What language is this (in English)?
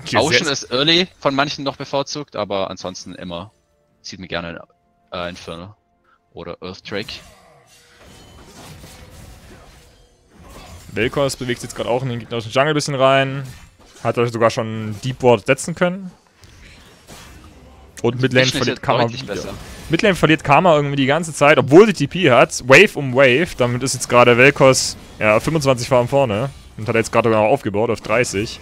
German